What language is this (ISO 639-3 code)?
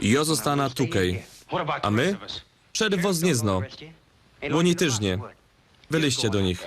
szl